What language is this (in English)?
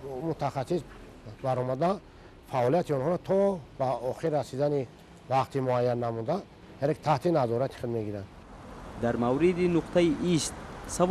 Tajik